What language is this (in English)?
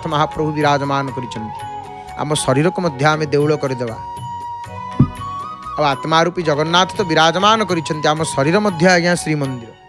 Odia